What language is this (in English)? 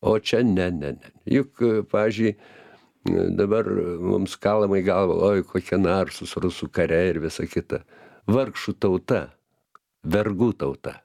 Lithuanian